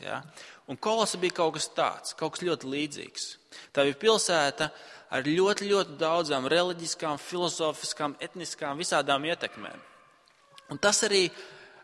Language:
Latvian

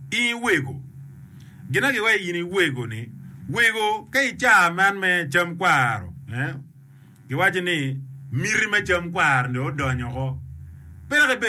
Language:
Acoli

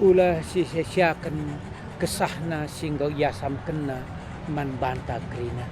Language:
Batak Karo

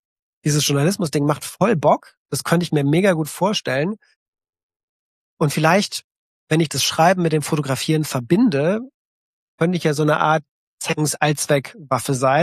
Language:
German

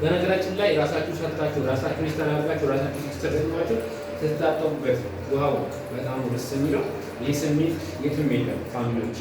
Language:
Amharic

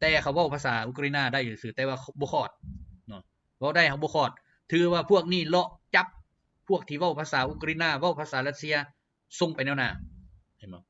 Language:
Lao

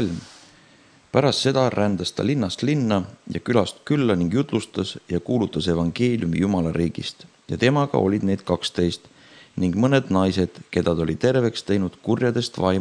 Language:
Estonian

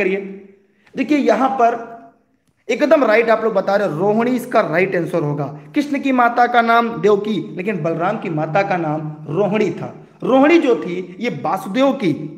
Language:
Hindi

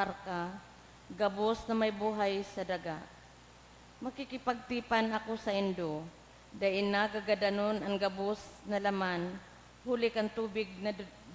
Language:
Bikol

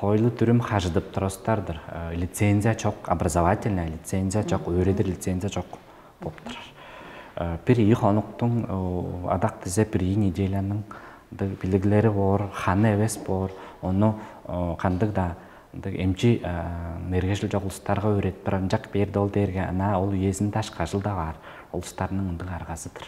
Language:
Tuvinian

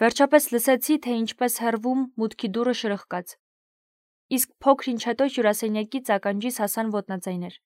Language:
Armenian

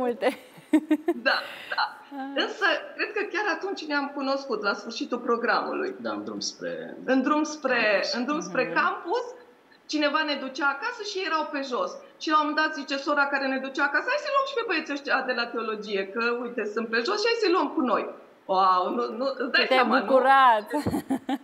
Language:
Romanian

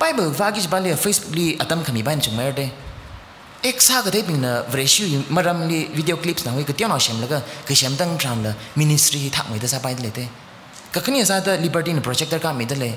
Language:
Tangkhul Naga (India)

